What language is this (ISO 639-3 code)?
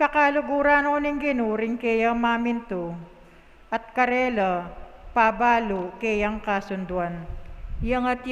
pam